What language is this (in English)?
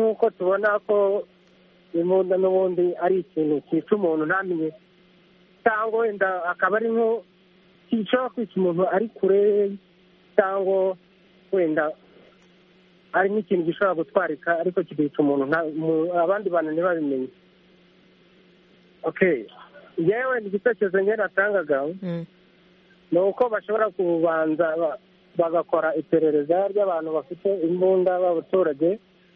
Kinyarwanda